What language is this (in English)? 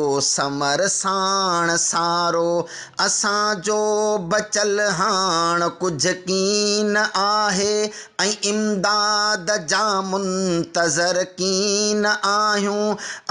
Sindhi